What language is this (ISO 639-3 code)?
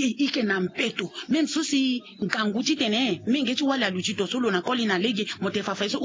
sag